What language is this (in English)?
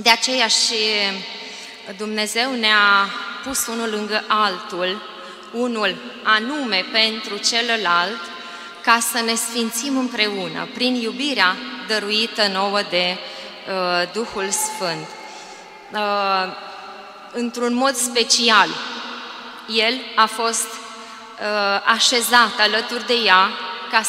Romanian